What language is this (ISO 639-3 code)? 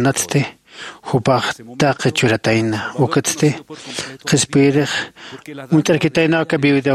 aym